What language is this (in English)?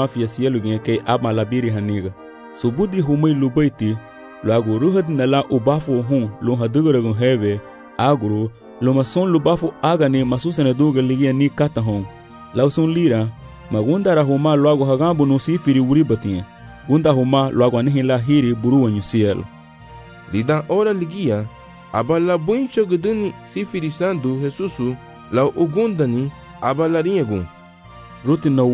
Garifuna